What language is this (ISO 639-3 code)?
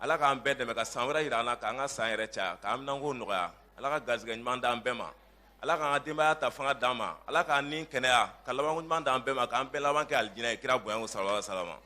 bam